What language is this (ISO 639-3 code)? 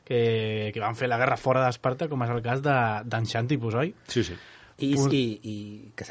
cat